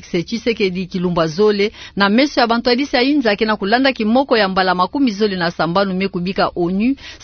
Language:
Kituba (Democratic Republic of Congo)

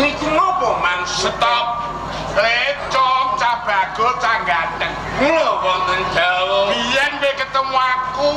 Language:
Javanese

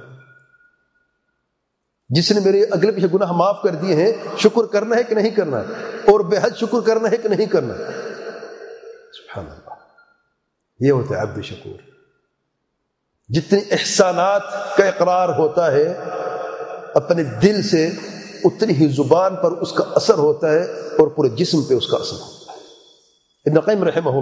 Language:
Urdu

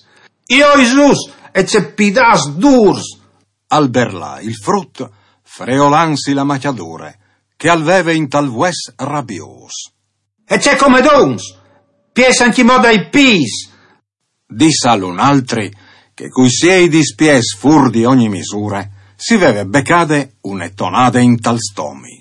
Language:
Friulian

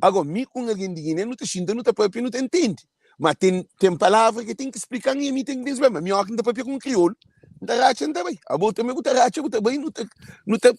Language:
Kabuverdianu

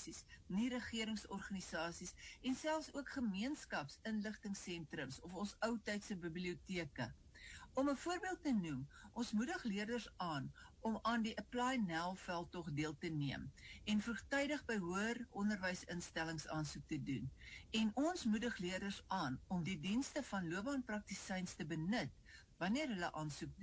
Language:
Afrikaans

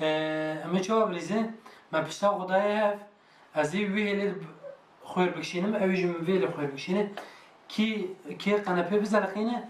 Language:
Kurdish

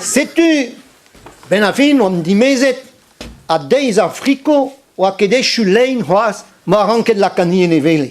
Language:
Breton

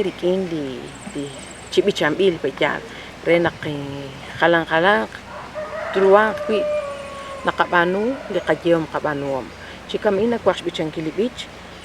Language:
Kekchí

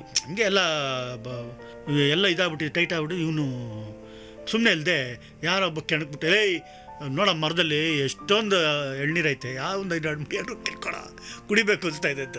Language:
Kannada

